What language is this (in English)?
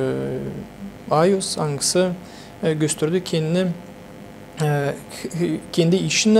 Gagauz